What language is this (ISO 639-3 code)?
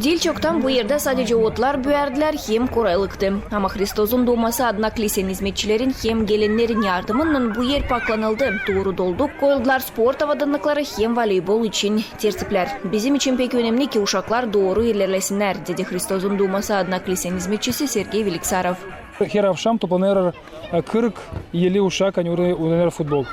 gag